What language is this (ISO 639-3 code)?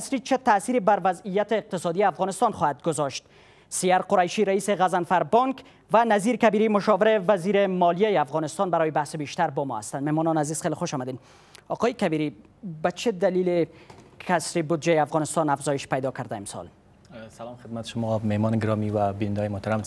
fas